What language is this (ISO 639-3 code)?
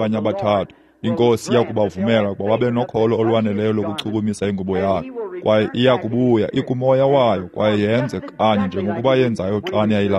xho